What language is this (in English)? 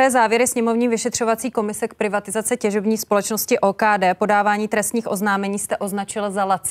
Czech